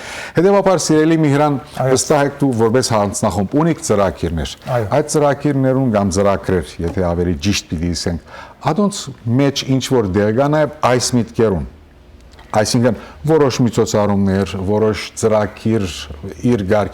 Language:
Western Armenian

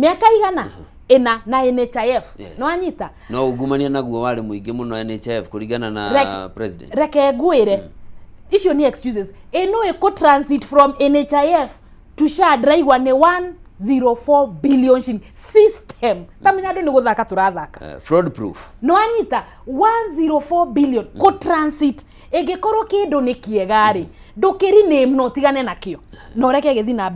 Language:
Kikuyu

